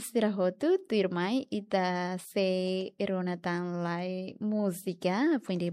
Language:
Tetum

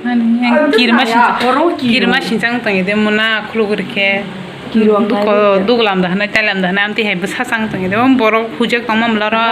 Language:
Kok Borok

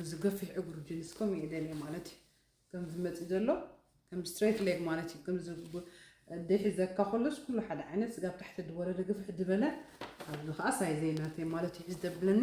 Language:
Tigrinya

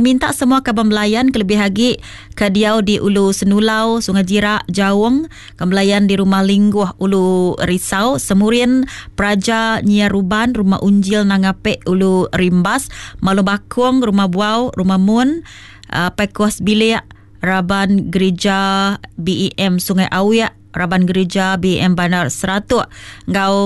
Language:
Iban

